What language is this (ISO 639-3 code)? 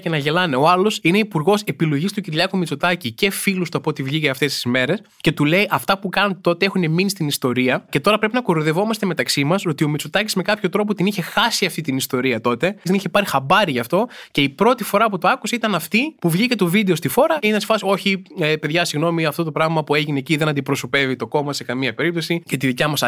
ell